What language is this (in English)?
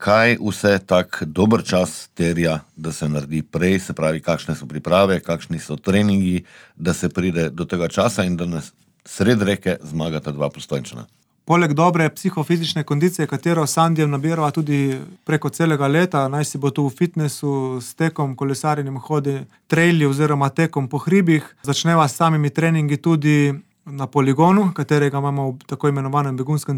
Slovenian